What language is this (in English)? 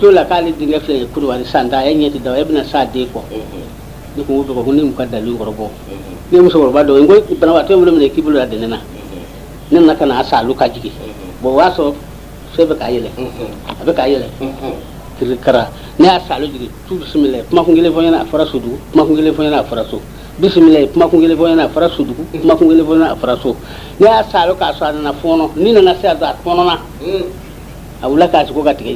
Bambara